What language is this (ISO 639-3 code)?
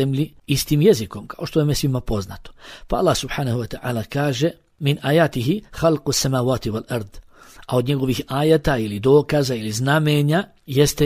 bos